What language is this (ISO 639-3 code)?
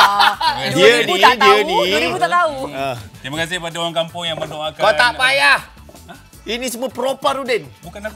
msa